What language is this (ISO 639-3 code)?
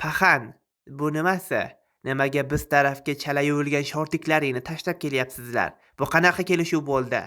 uzb